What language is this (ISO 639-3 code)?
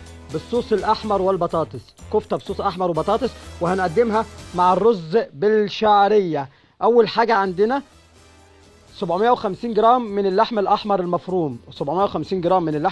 arz